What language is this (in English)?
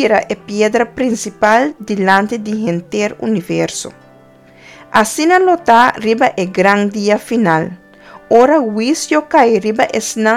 Papiamento